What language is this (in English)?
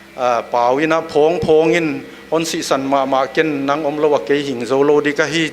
Paite Chin